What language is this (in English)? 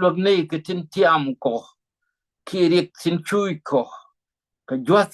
Nuer